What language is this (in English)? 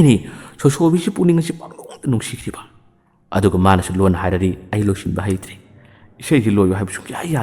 Manipuri